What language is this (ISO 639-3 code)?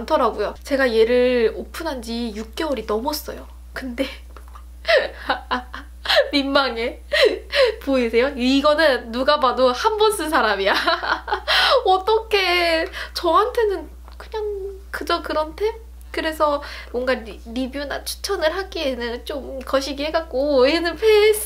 kor